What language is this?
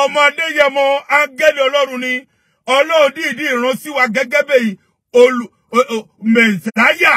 Yoruba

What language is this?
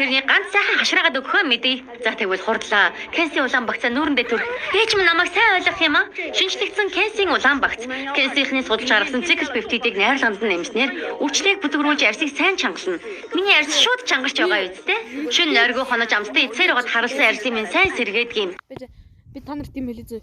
Mongolian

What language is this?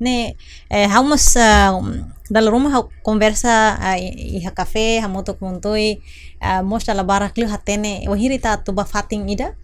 Tetum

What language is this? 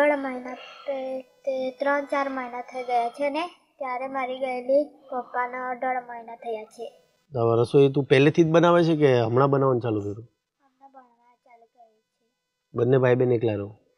Gujarati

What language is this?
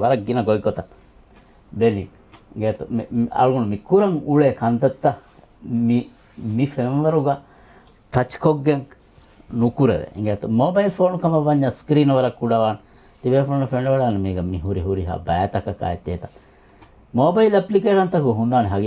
Divehi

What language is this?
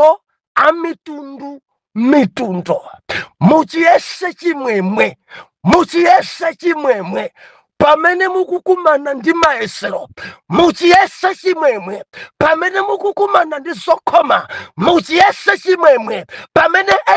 Nyanja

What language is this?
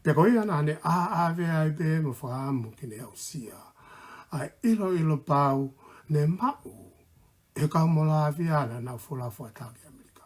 Tongan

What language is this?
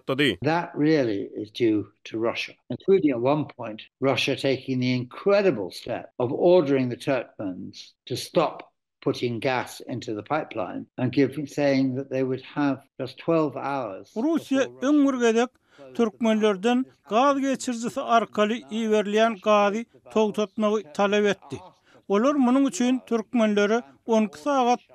Turkmen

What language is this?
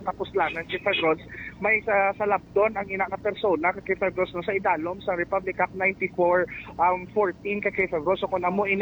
Hiligaynon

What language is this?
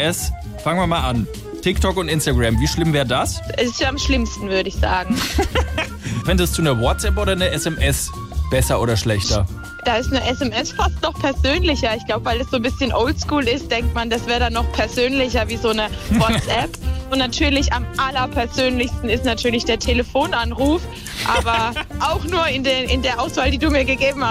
German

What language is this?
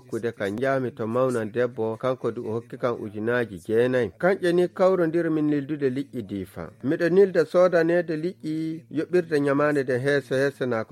Nigerian Fulfulde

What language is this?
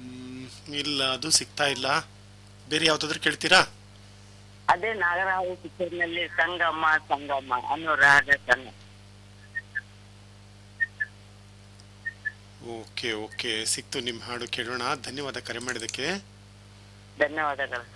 Kannada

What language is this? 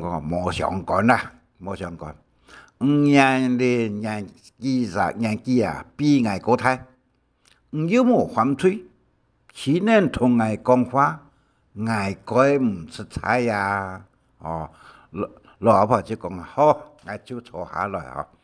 Hakka Chinese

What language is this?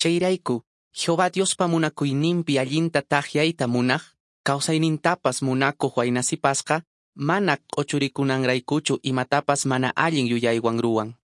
Quechua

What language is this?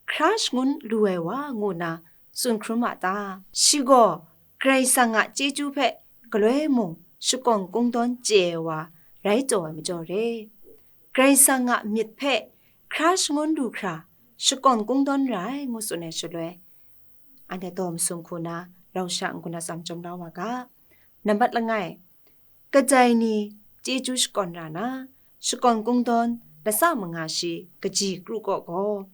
Kachin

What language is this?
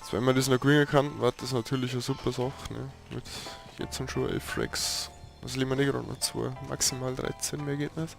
Bavarian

